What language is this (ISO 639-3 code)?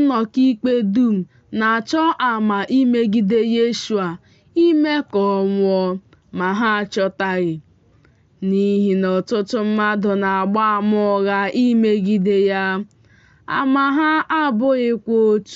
ibo